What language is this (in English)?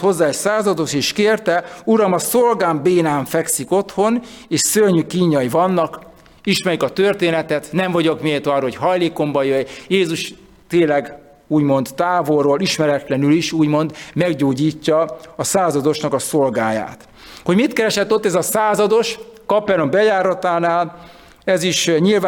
Hungarian